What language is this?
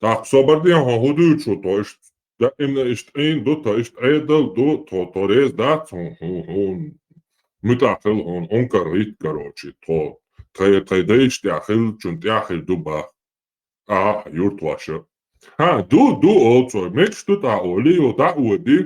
Chechen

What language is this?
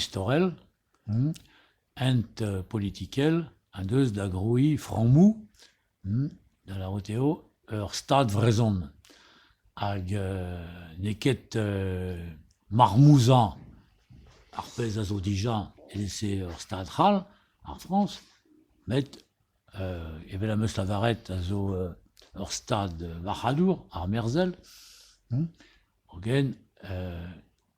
Breton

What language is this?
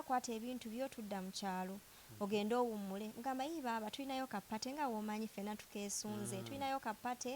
Ganda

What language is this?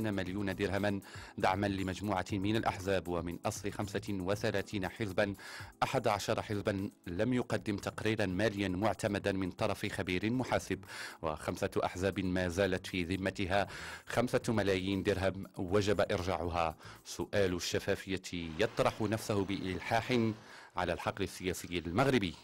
Moroccan Arabic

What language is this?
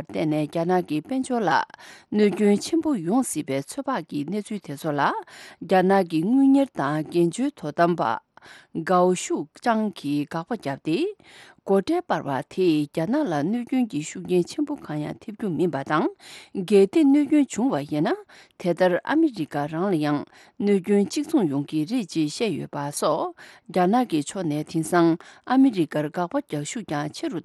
Tibetan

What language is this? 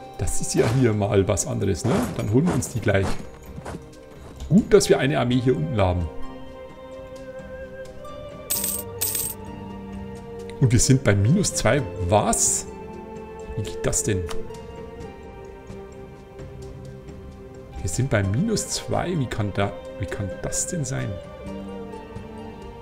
German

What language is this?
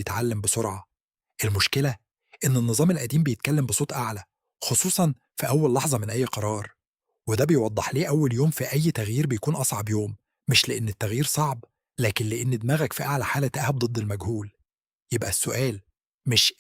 Egyptian Arabic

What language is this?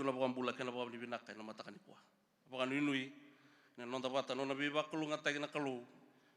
Fijian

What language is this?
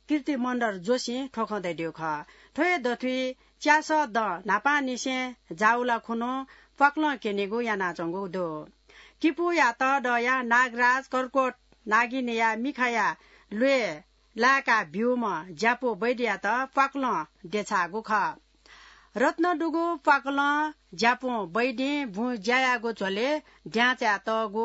Newari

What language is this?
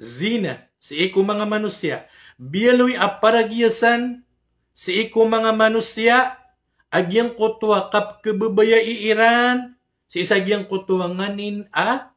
Maranao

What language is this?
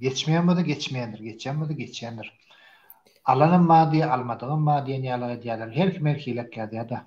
Turkmen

